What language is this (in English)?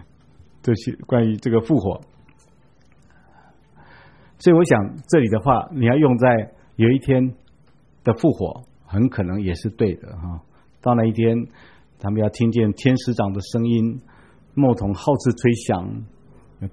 Chinese